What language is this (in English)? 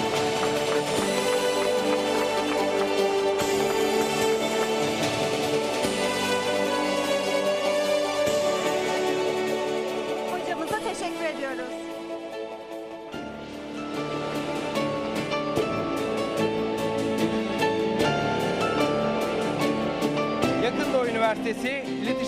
Turkish